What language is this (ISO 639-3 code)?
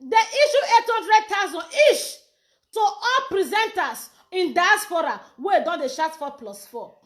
pcm